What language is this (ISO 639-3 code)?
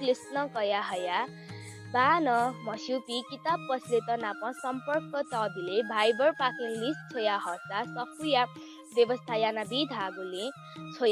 new